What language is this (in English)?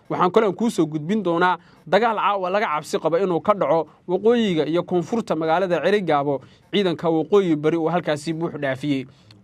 Somali